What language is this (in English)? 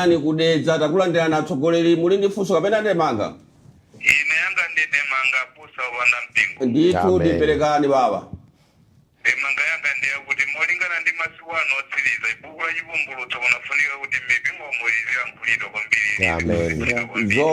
Nyanja